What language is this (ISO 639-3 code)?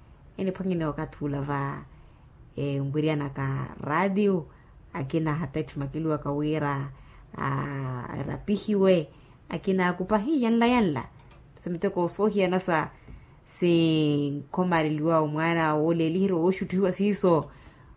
vmw